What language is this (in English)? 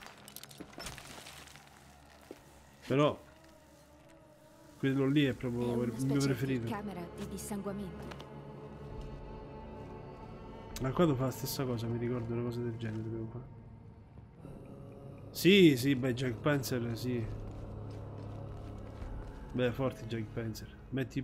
Italian